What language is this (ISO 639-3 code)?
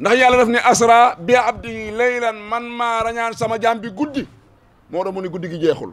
wol